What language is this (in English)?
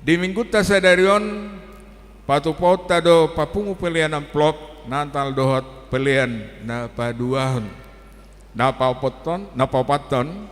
Batak Toba